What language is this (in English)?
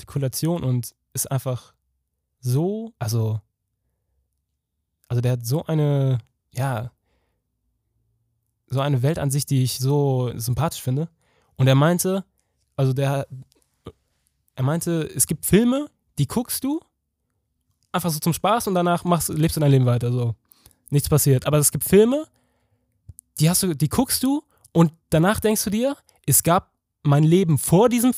German